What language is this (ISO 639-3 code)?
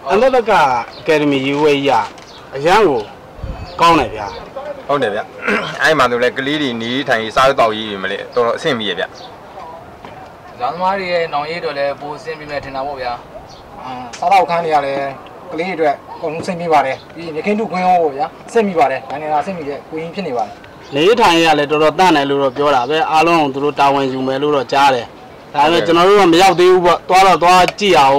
mya